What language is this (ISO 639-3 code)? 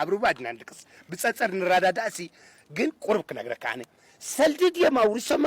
tir